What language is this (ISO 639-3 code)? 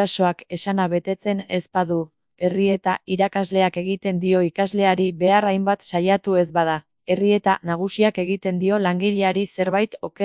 eus